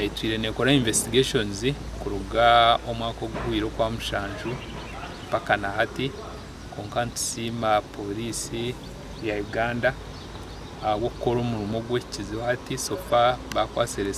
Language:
Nyankole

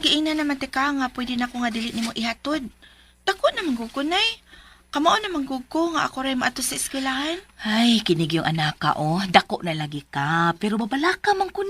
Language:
Cebuano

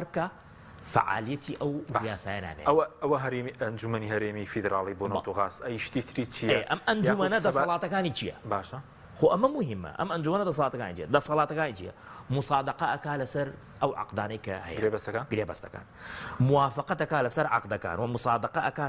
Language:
Central Kurdish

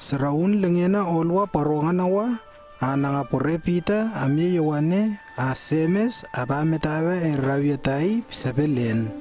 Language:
Lewo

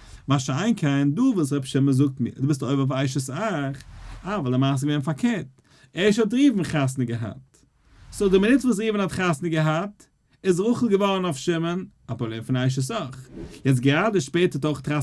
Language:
Yiddish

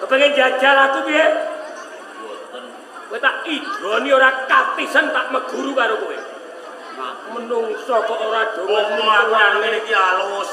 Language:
Javanese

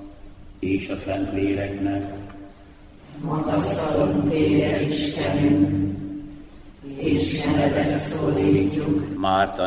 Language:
Hungarian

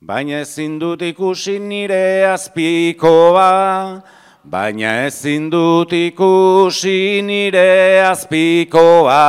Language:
Basque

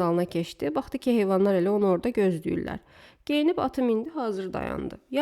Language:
Azerbaijani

